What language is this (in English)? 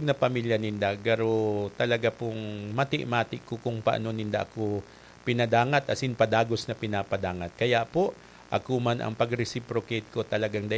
Bikol